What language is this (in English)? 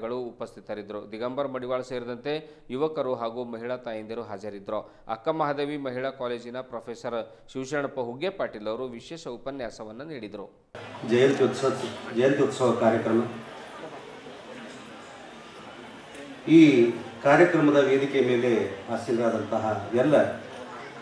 Kannada